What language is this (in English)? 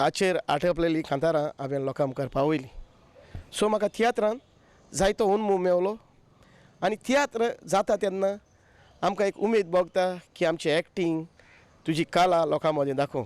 Konkani